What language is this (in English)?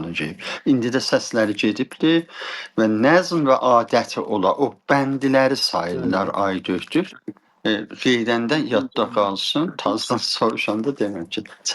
South Azerbaijani